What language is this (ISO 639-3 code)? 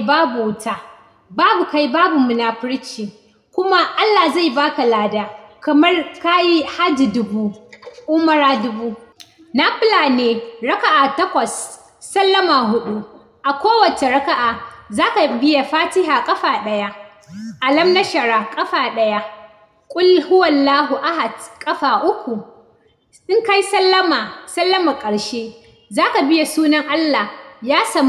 hau